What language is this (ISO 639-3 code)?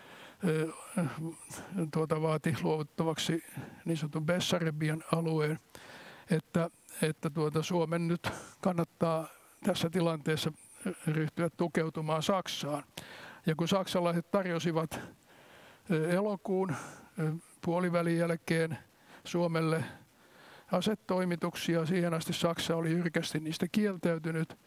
fin